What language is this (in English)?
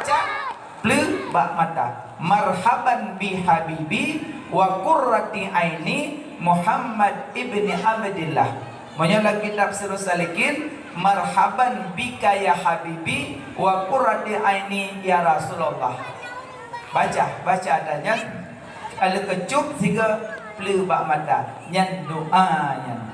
Achinese